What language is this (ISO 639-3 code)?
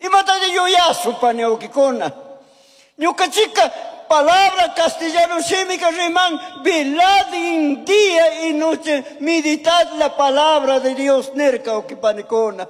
qug